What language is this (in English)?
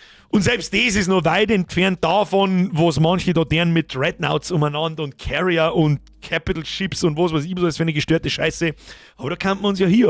Bavarian